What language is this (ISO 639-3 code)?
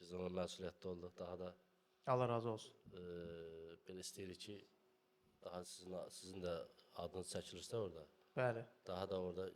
aze